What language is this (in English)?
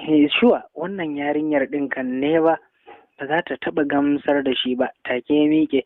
Hausa